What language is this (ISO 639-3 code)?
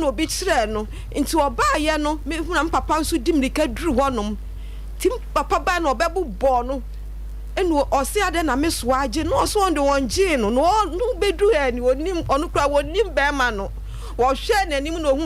aka